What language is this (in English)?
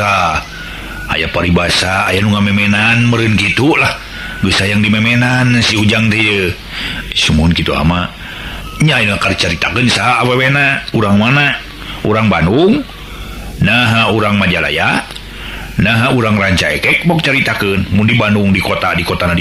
Sundanese